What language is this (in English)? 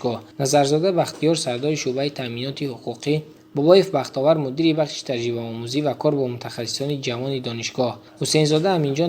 Tajik